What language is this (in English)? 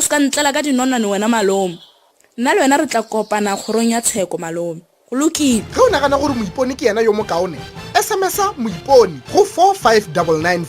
Northern Sotho